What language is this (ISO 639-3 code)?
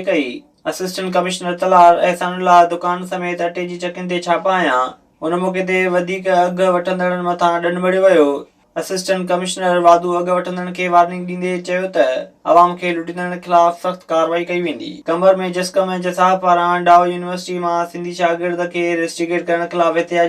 snd